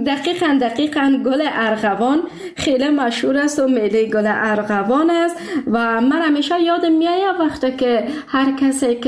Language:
Persian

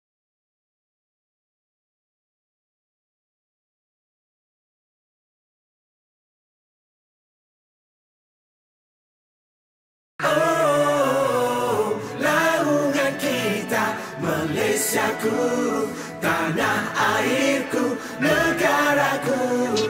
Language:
Malay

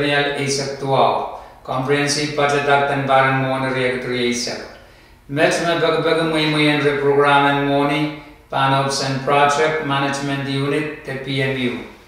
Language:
Pohnpeian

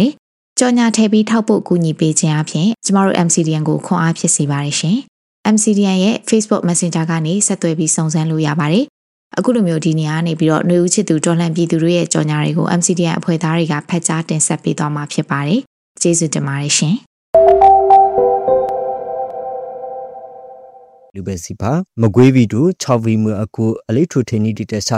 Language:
Burmese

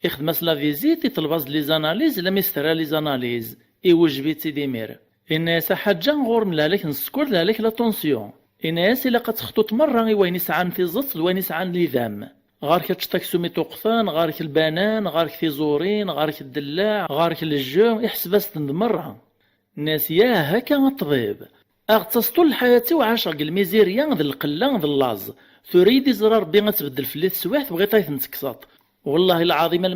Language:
Kabyle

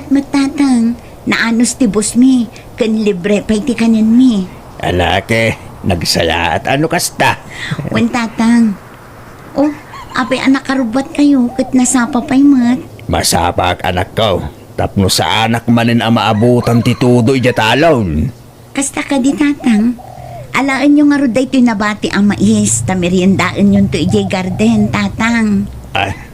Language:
Iloko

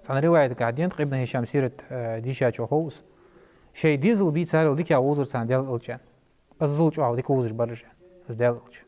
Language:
Ingush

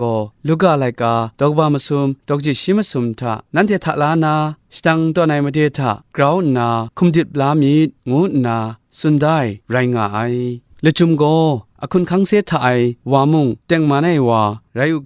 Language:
Kachin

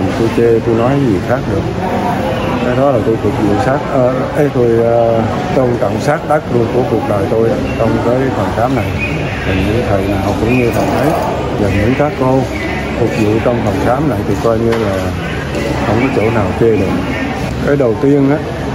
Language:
Vietnamese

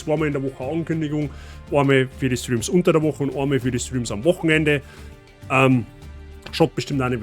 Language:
Bavarian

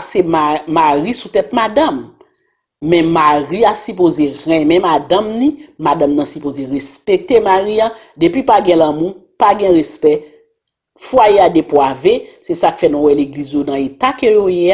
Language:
Haitian Creole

